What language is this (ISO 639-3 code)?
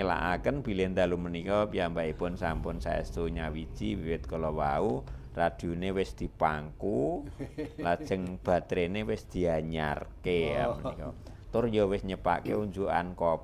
jav